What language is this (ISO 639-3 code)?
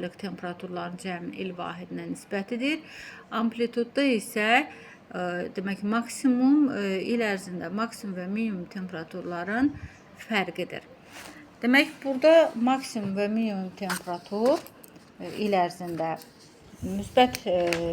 aze